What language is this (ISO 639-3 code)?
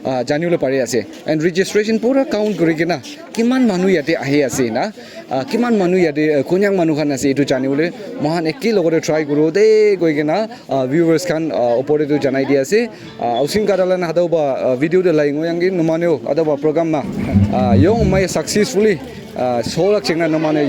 nag